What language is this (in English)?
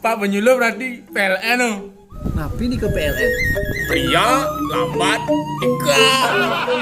Balinese